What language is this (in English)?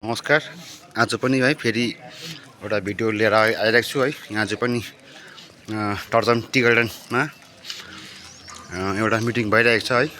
Nepali